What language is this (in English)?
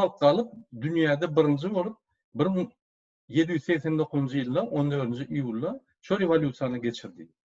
Turkmen